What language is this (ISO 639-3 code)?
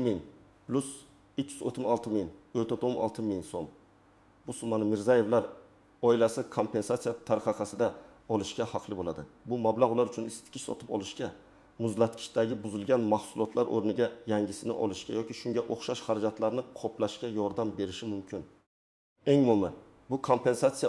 uzb